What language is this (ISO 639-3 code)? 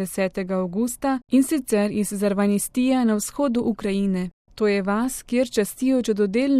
slv